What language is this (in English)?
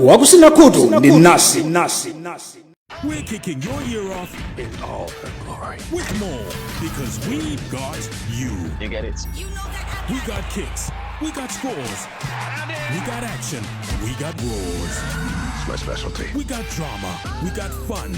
Nyanja